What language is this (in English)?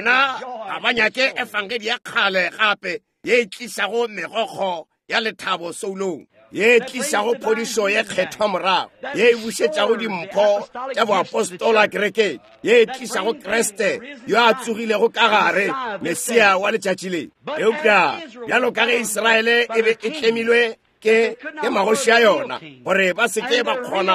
Northern Sotho